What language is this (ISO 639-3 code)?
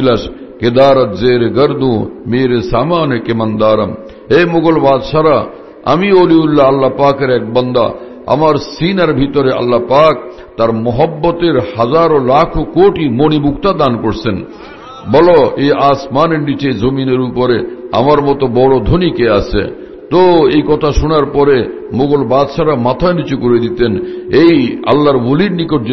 ben